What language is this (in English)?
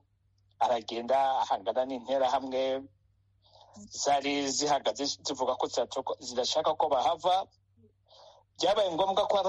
Kinyarwanda